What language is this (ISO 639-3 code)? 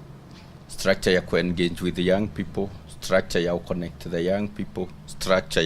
mer